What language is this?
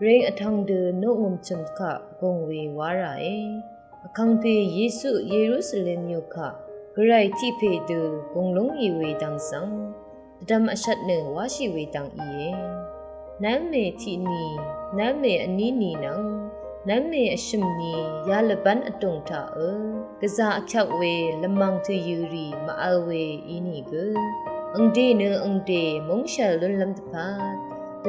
Rawang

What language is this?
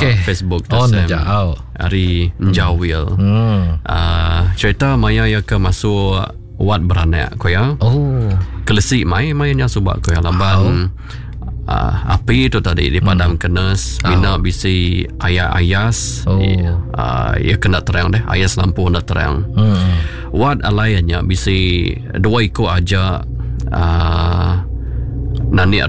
Iban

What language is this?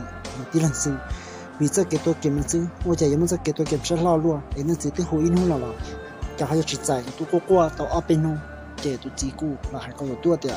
Hmong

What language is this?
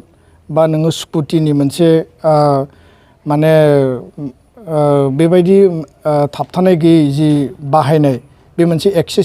Bodo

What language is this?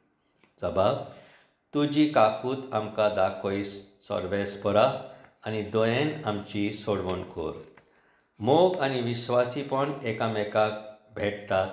Konkani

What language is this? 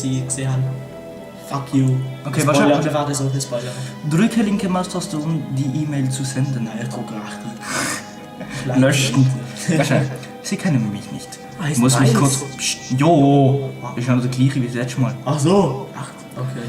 Swiss German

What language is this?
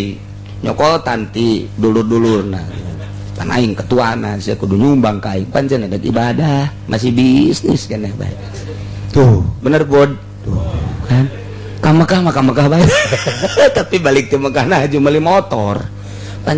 Sundanese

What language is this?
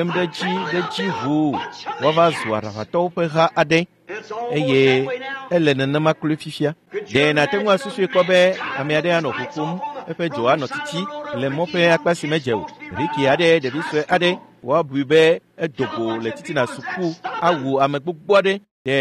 Ewe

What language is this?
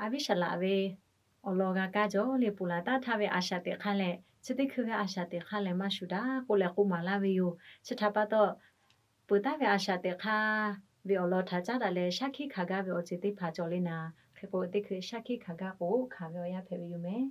Lahu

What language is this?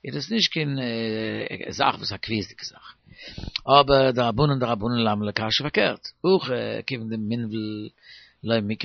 Yiddish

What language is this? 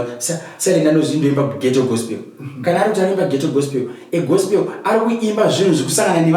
Shona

